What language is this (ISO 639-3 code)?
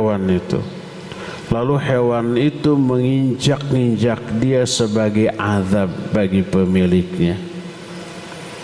ind